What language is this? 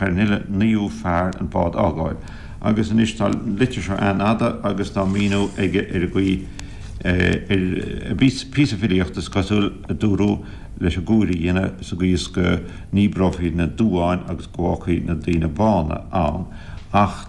Irish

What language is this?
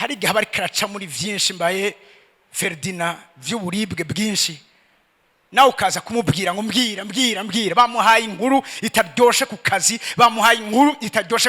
Rundi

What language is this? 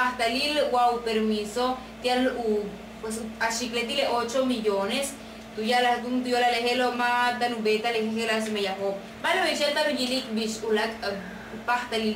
Yucateco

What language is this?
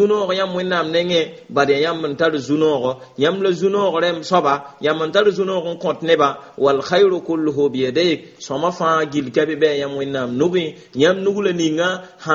Mossi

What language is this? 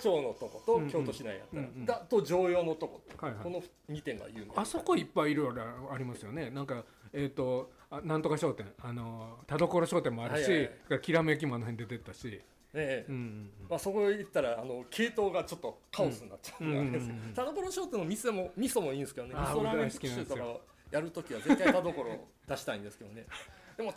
Japanese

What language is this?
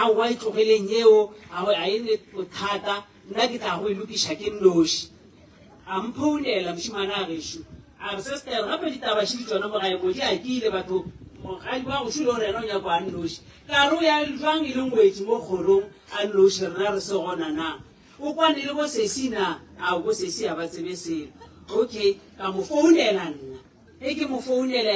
Northern Sotho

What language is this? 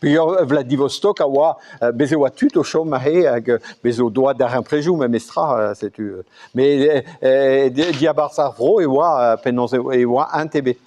Breton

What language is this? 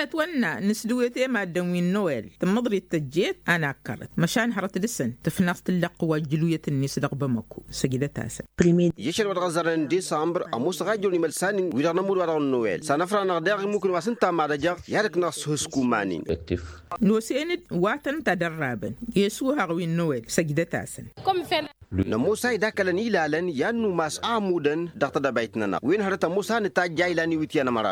Tamasheq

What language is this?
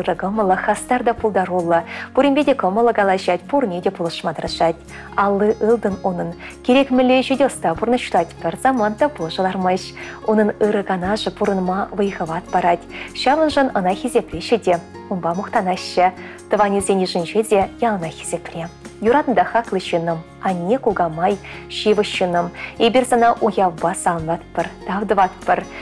Chuvash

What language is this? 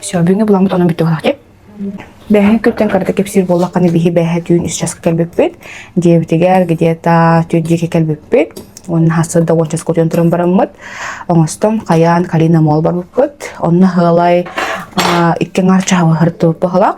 Yakut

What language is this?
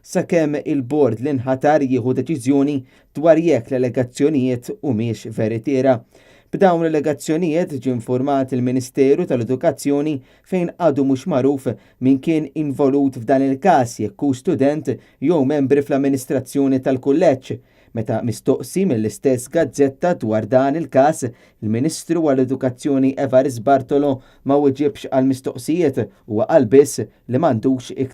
Maltese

